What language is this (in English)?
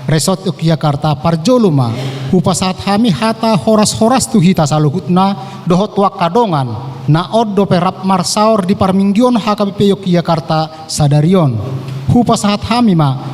Batak Toba